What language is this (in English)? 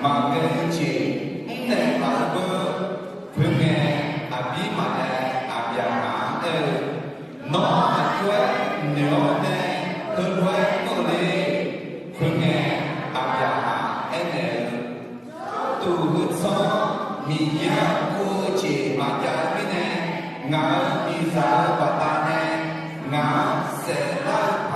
Akha